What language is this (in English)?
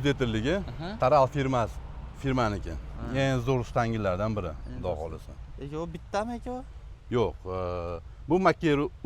Uzbek